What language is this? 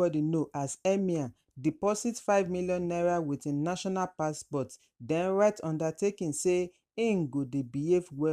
Nigerian Pidgin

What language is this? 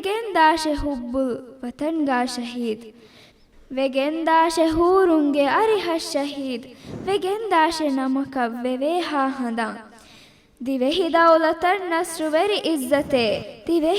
Divehi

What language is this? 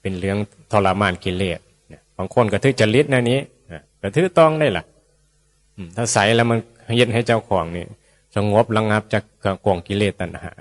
Northeastern Thai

